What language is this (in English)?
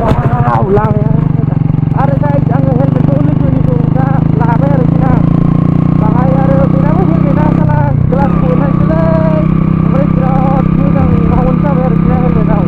Bodo